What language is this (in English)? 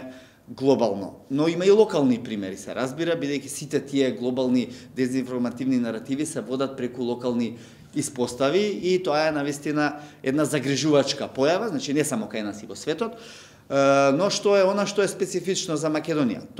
Macedonian